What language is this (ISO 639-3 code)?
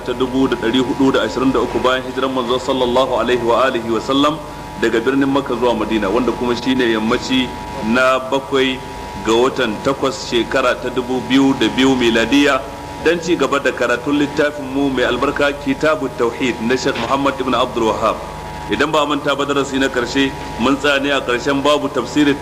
hau